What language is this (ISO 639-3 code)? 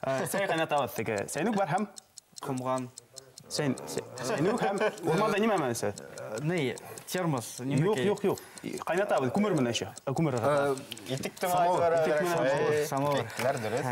bak